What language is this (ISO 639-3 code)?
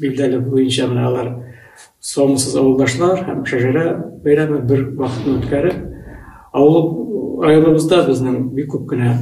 bak